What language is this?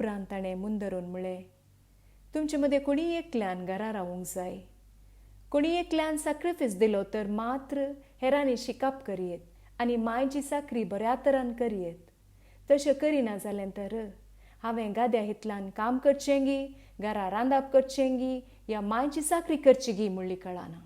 Konkani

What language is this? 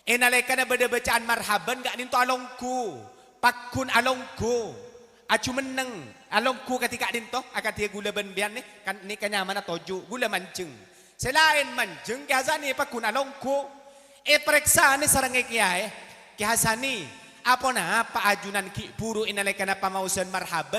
Madurese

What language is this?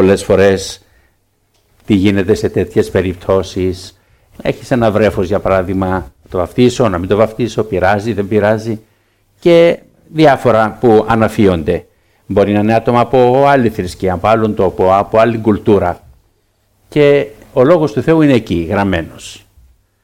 Greek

